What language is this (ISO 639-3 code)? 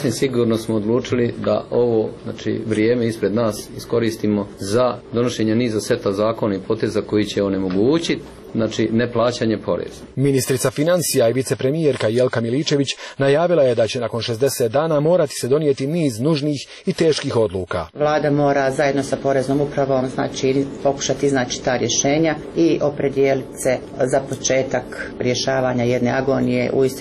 hrv